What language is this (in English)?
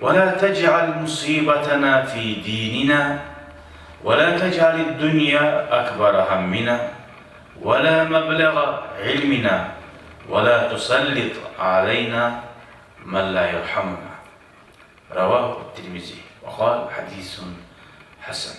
Kumyk